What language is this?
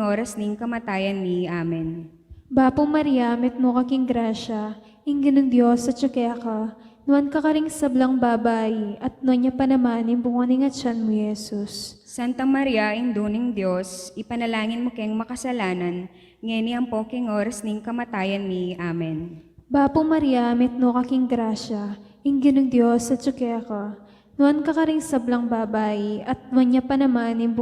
Pampanga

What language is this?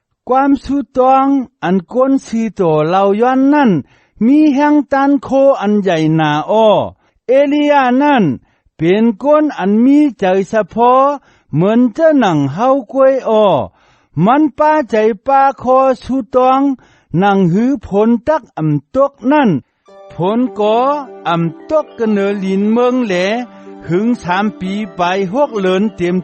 Shan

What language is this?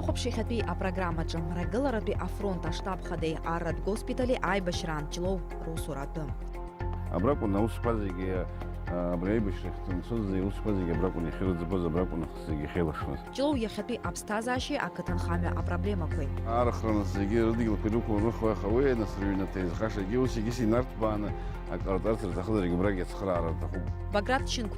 Abkhazian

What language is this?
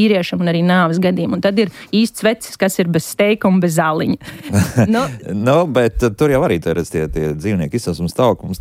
Latvian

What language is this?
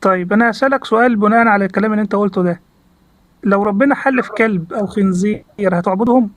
Egyptian Arabic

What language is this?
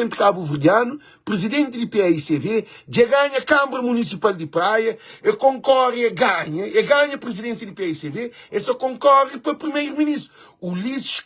Kabuverdianu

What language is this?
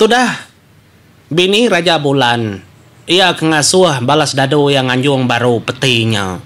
Iban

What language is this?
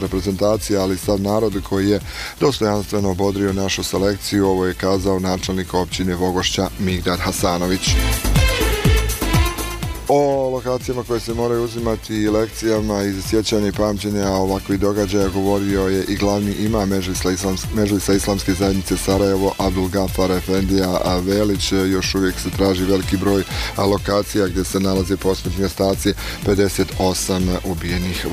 Bosnian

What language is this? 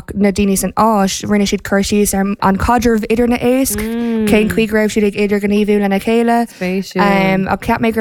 Irish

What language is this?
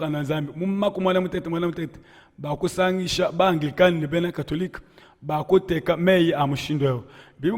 Luba-Lulua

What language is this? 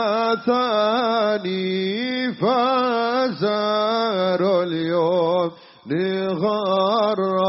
Javanese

